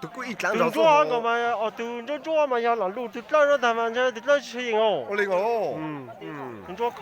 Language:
Hmong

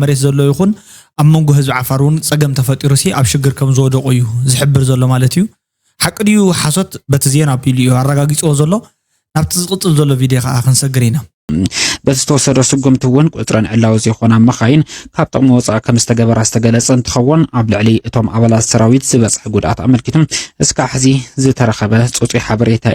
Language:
Tigrinya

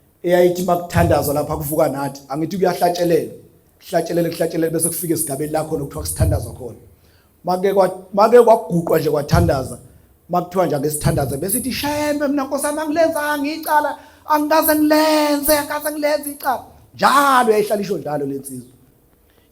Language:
Zulu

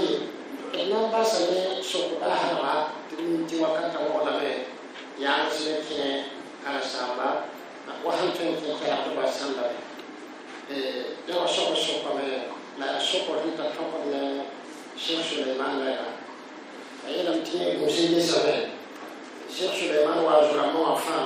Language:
Mossi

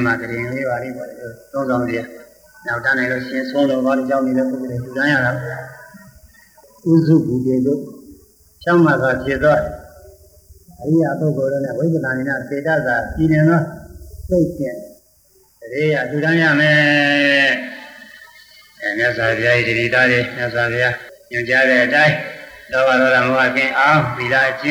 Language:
Burmese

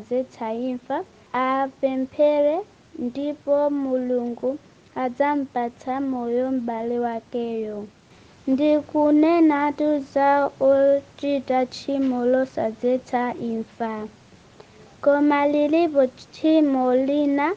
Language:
Nyanja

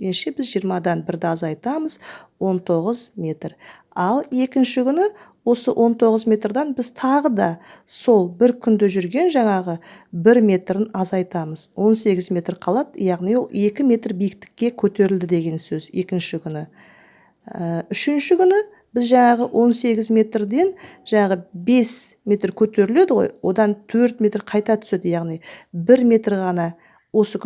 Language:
Kazakh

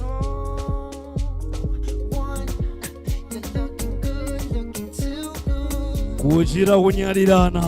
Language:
Nyanja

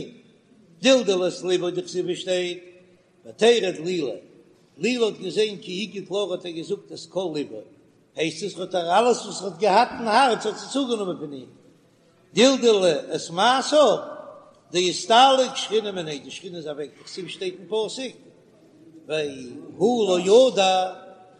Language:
Yiddish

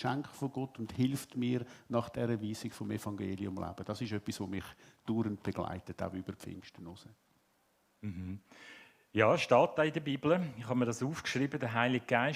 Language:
Swiss German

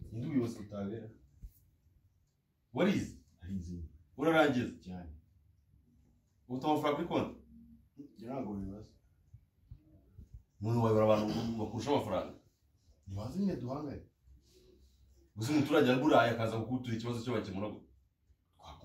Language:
Kinyarwanda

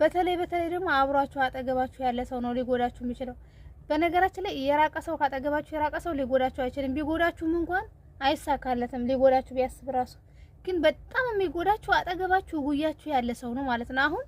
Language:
Amharic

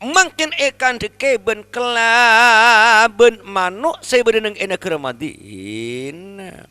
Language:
Madurese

